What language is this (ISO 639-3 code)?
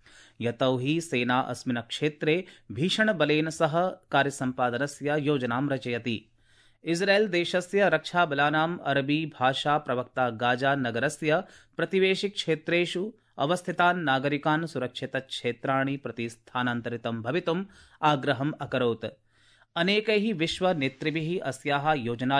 san